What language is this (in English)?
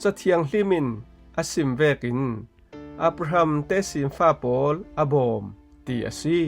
Falam Chin